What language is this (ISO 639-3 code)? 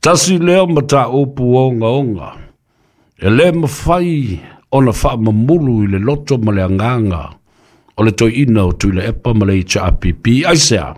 smo